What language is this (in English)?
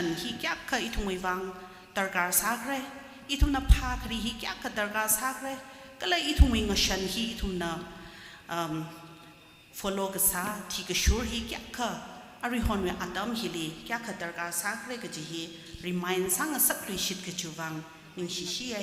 Tangkhul Naga (India)